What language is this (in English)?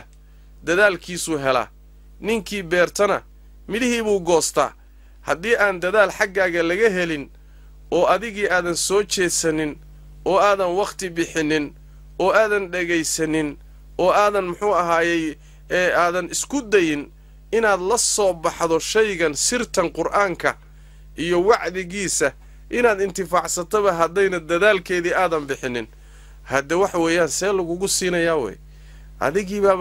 Somali